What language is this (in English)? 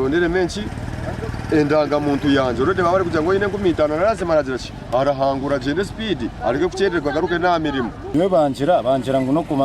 Nyankole